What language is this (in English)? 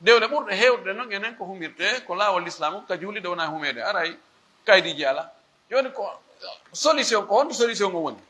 Fula